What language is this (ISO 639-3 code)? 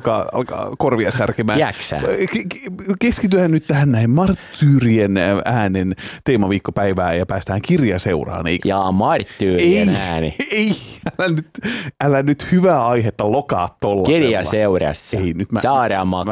fin